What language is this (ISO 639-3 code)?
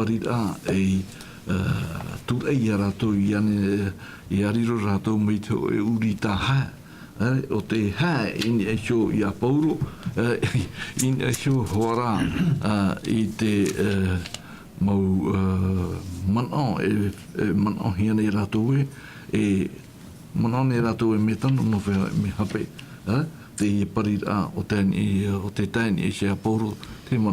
tah